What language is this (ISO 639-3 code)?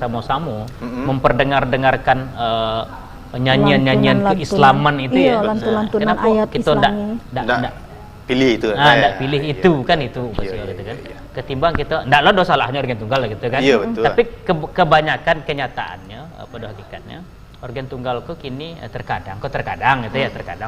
min